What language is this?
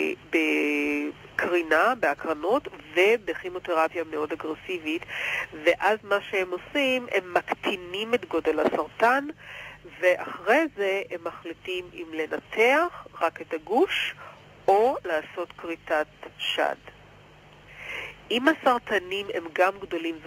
Hebrew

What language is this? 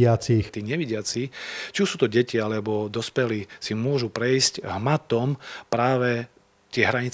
Slovak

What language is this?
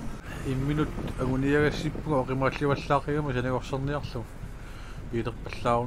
Kalaallisut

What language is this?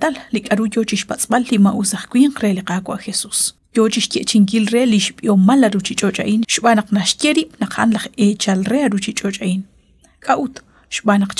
Kekchí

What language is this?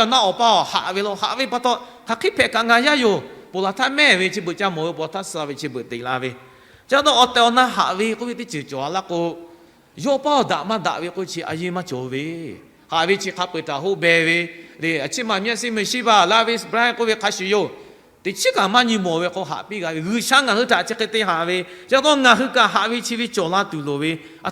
Lahu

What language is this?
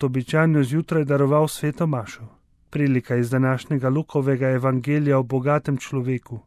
Slovenian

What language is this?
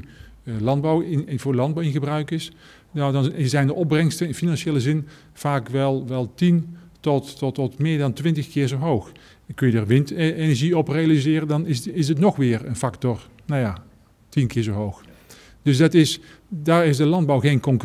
Dutch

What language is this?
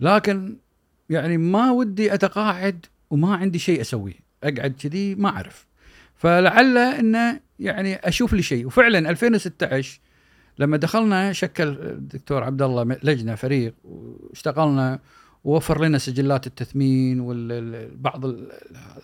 Gulf Arabic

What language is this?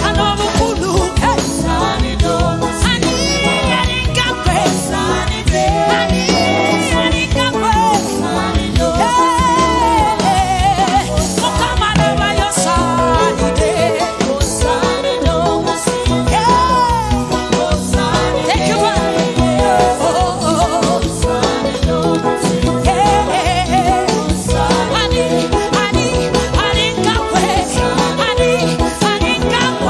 Ganda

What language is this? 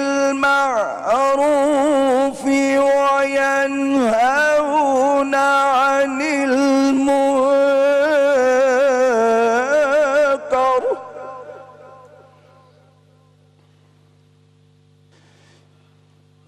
Urdu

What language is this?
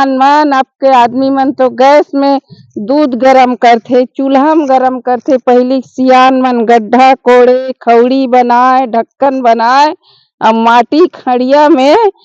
Chhattisgarhi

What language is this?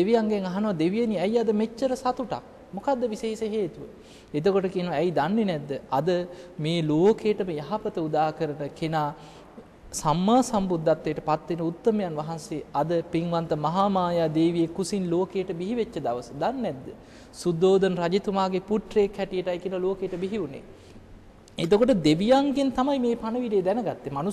Sinhala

